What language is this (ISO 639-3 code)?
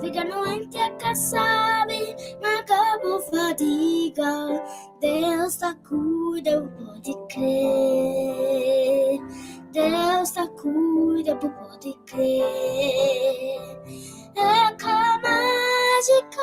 kea